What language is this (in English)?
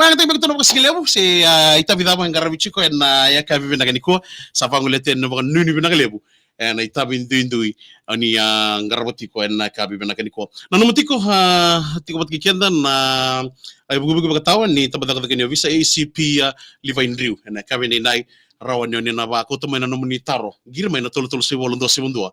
Fijian